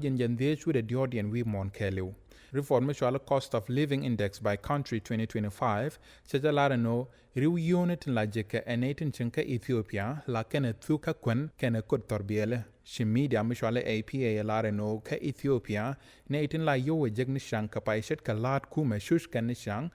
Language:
Nuer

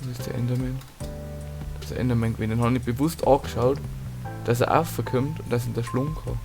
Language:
Bavarian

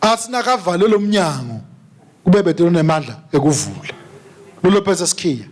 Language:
Swati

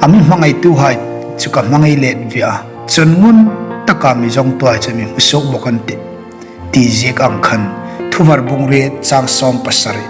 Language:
Hmar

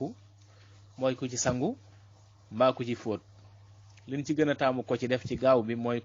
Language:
Wolof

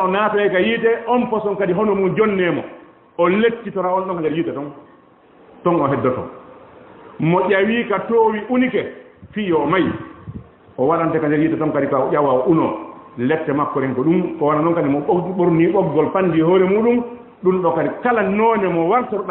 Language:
Fula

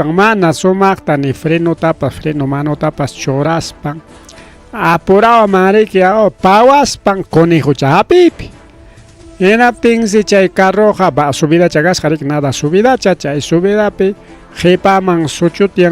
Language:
Ayacucho Quechua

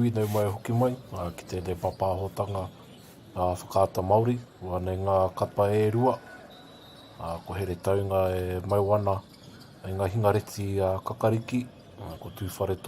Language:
Māori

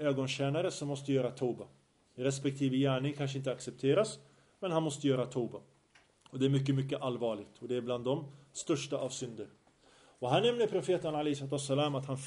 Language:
Swedish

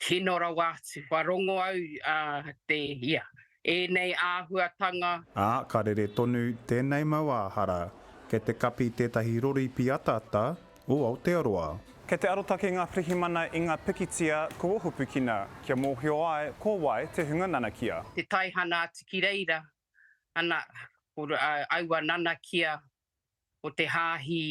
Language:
Māori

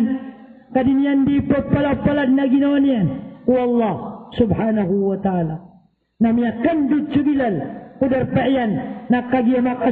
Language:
Maranao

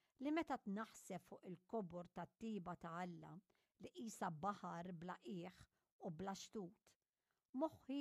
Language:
Maltese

